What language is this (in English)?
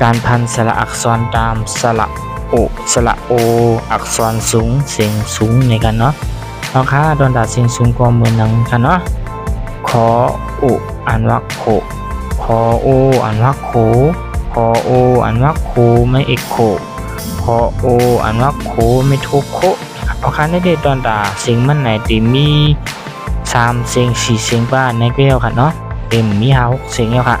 Shan